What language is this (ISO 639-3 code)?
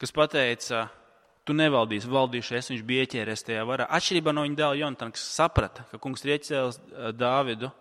lav